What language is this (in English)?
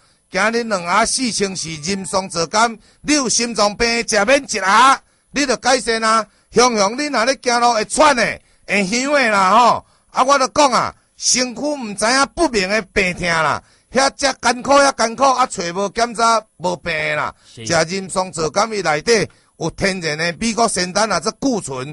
Min Nan Chinese